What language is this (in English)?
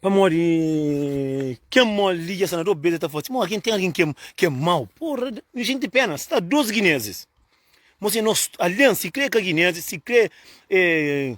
Kabuverdianu